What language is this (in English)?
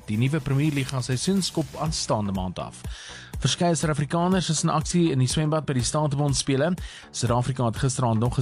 Afrikaans